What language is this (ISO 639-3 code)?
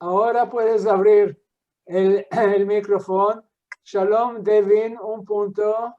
lad